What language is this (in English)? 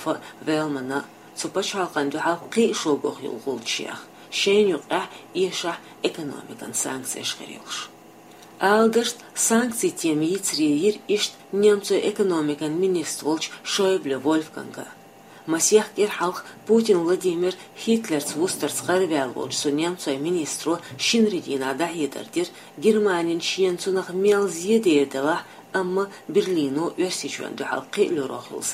Chechen